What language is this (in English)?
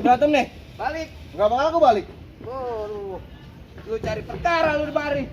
Betawi